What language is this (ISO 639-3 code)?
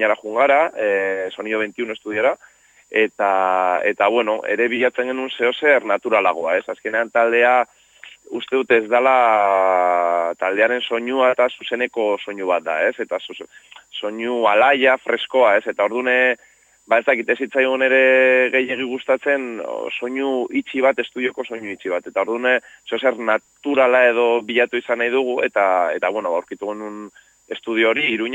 eus